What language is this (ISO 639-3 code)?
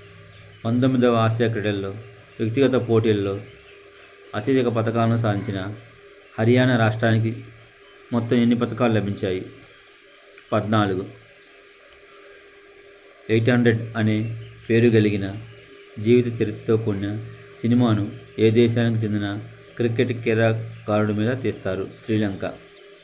tel